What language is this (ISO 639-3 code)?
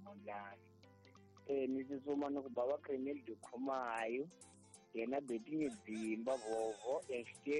tso